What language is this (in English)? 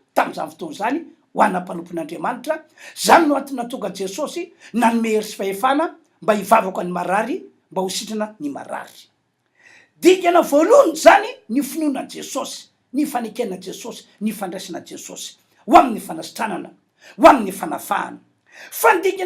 Malagasy